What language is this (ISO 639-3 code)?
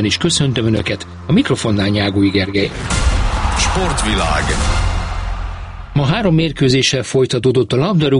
hun